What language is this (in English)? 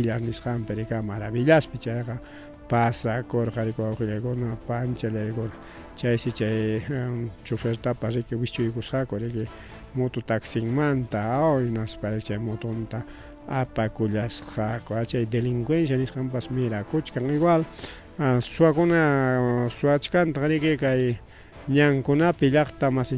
Ayacucho Quechua